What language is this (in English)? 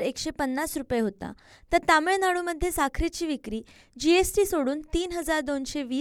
Marathi